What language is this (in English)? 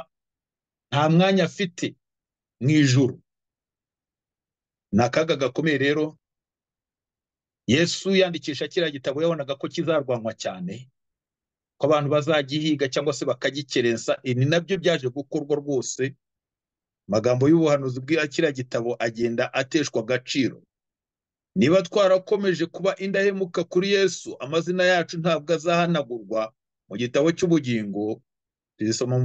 Kinyarwanda